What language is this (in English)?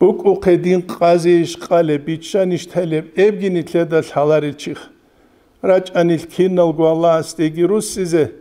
Avaric